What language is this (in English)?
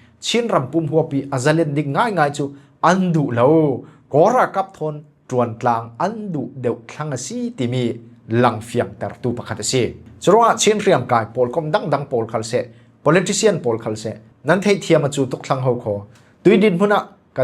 Falam Chin